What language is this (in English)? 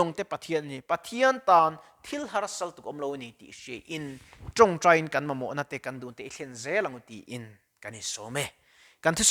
Mizo